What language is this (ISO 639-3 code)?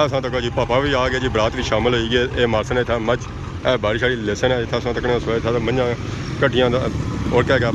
phr